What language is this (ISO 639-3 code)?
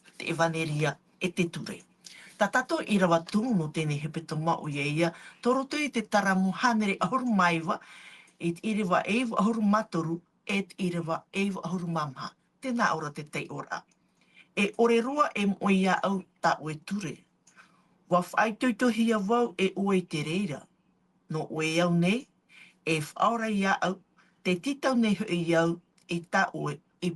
tah